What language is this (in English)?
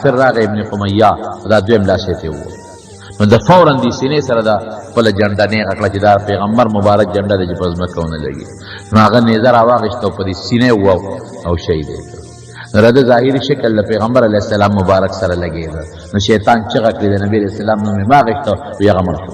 Pashto